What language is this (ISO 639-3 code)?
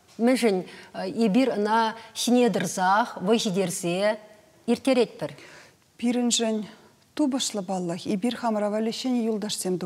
chv